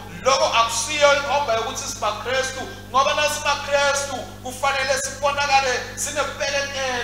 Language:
Swati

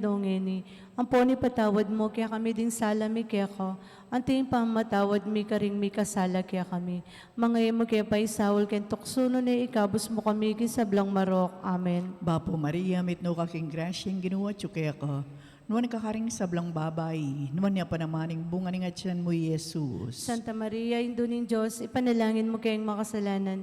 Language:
Pampanga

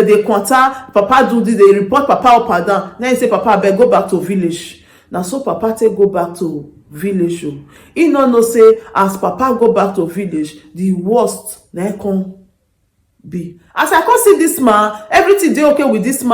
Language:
Nigerian Pidgin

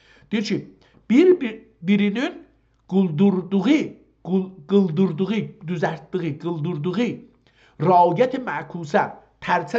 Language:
South Azerbaijani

